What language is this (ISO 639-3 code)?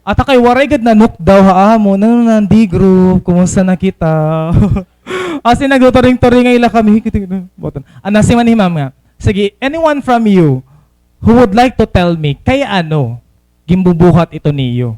war